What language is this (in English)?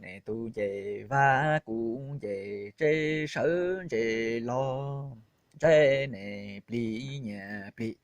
Hmong